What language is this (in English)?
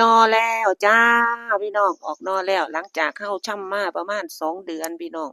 Northeastern Thai